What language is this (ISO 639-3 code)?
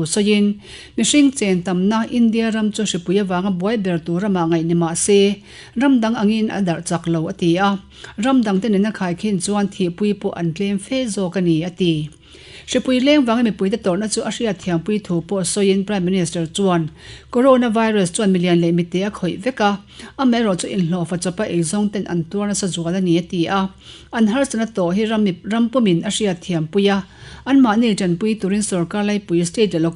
lus